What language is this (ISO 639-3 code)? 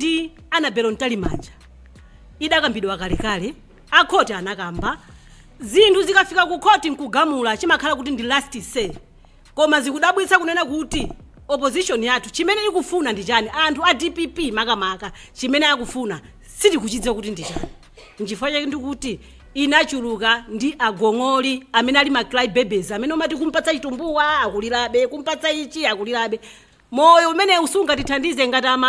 nya